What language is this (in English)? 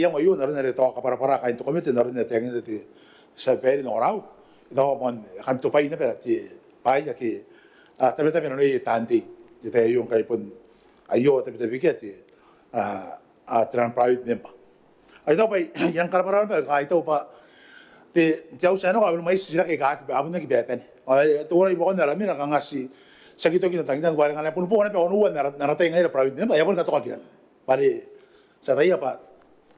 Gilbertese